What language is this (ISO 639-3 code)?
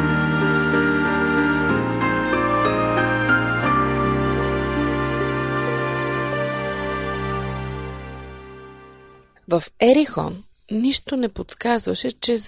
bul